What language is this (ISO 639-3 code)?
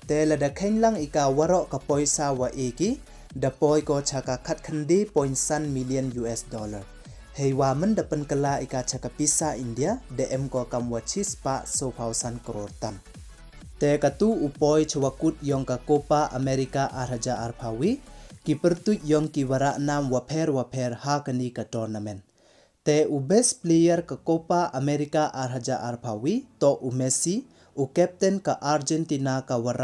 pbv